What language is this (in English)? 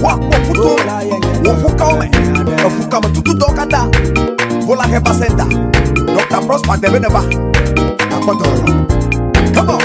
Ewe